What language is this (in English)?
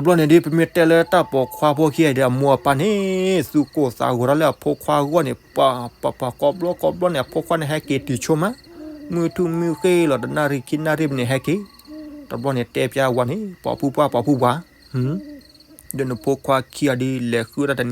S'gaw Karen